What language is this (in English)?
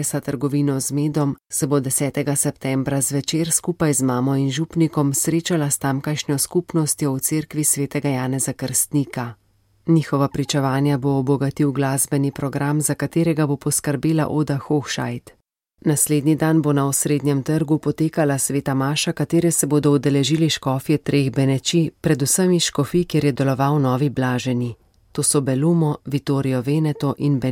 Slovenian